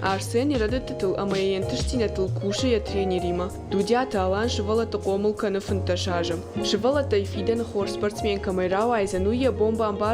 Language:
Ossetic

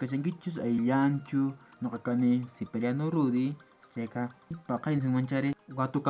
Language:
Quechua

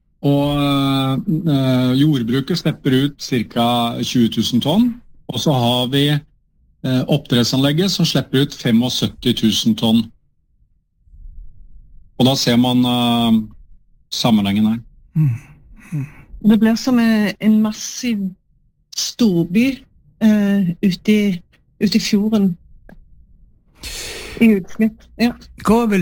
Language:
Norwegian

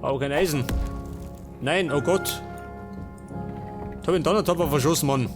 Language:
Bavarian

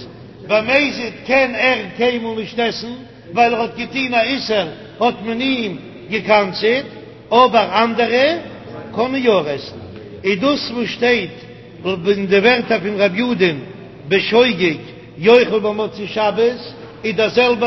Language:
Yiddish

